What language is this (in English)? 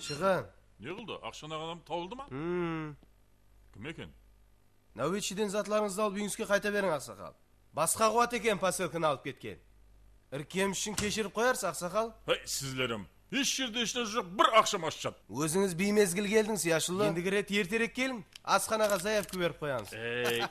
Kara-Kalpak